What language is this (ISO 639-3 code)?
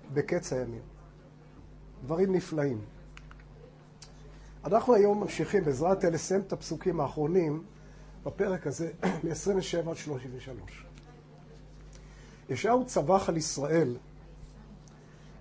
heb